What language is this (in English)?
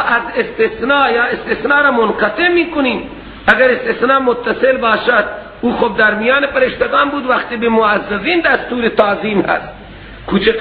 Persian